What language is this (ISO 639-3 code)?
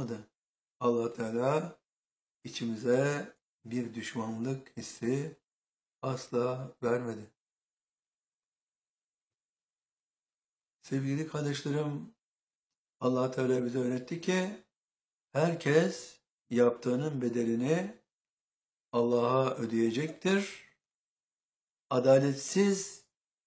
tur